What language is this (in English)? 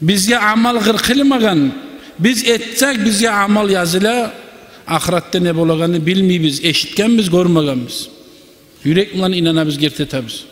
Kumyk